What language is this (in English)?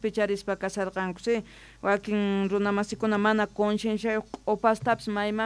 South Bolivian Quechua